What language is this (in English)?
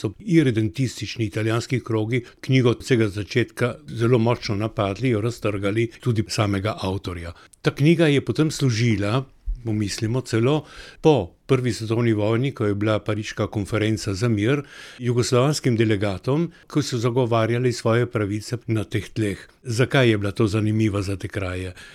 Slovenian